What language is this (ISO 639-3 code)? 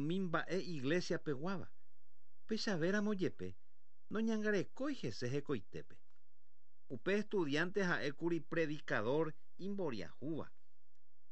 grn